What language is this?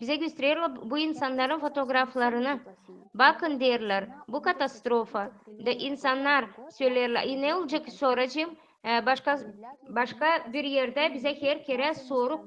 Gagauz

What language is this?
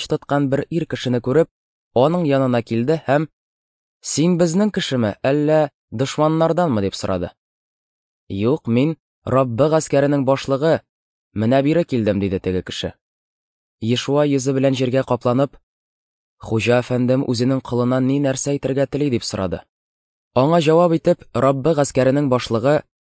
Tatar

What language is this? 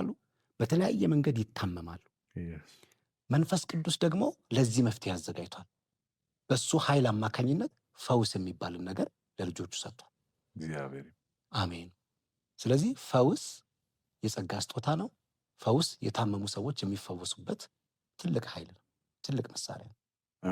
Amharic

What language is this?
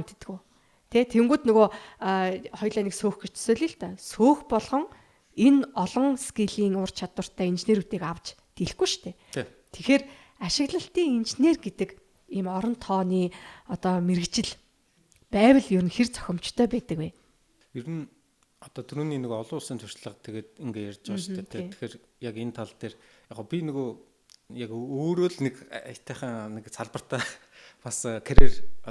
Mongolian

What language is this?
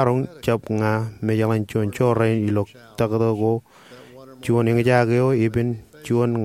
Marshallese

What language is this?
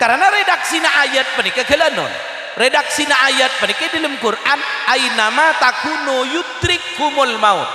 Madurese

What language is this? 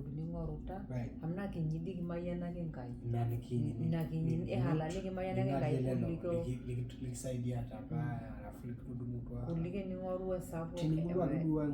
Masai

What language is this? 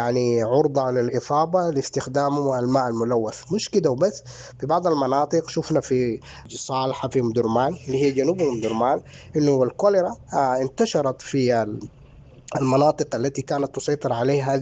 Sudanese Arabic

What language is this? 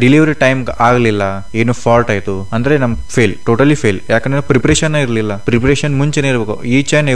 Kannada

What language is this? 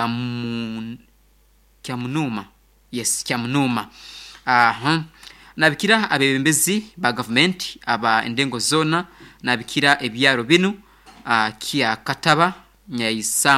Nyoro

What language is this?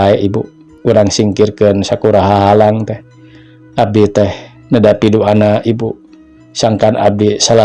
Sundanese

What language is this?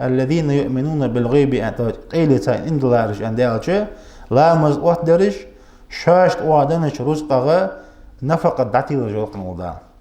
Ingush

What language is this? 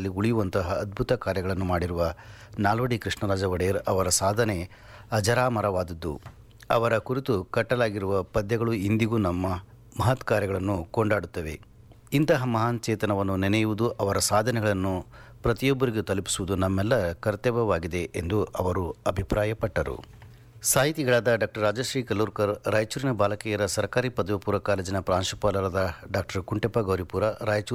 Kannada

